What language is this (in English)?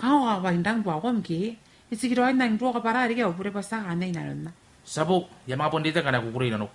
Gilbertese